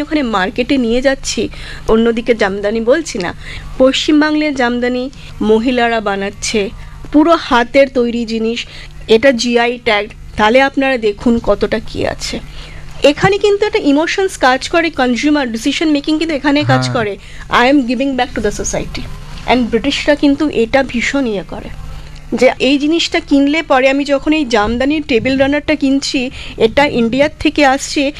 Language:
Bangla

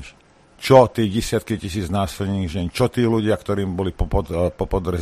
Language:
Slovak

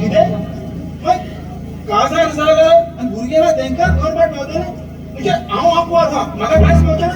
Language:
Konkani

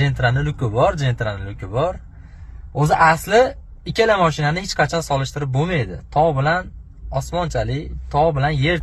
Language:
Uzbek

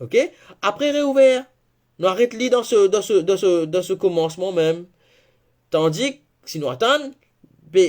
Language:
Morisyen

